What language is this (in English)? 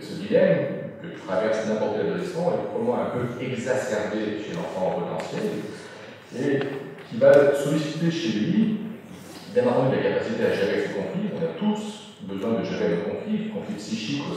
French